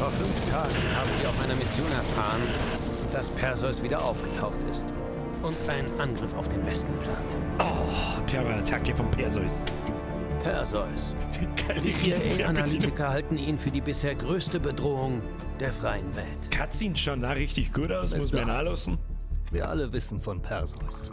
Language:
Bavarian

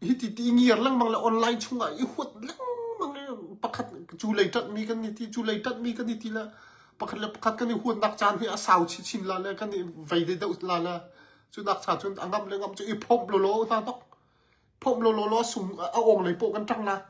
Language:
Hakha Chin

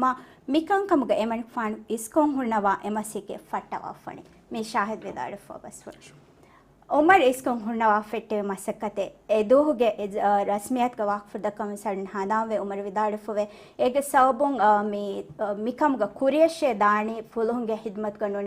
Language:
Divehi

